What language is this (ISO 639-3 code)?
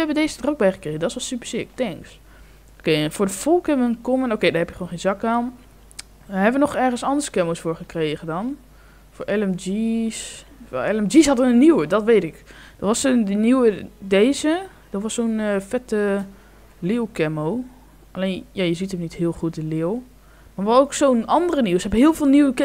nld